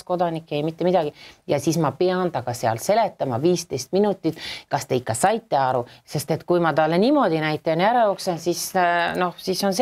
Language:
Estonian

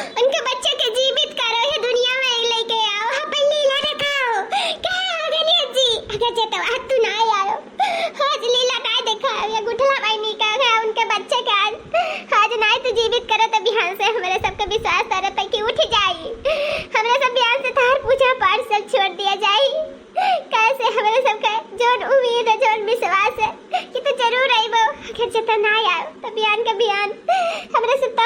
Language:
Awadhi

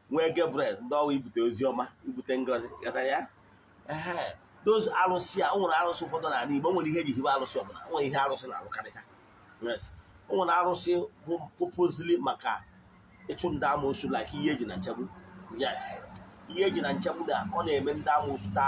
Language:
Igbo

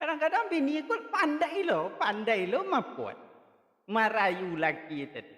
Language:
Minangkabau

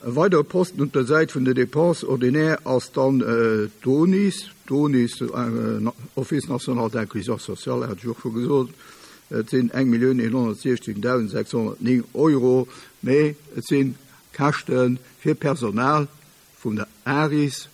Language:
Luxembourgish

